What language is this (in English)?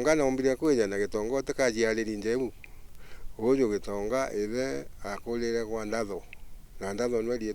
Meru